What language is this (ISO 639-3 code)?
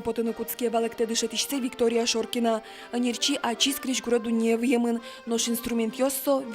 udm